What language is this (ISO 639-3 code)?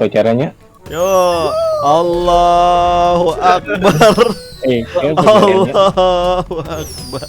bjn